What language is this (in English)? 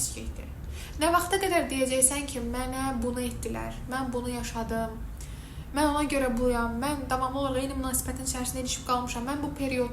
Azerbaijani